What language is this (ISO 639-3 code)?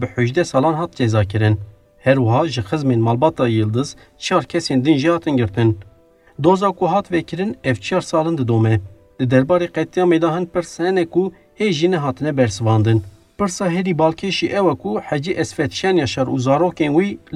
kur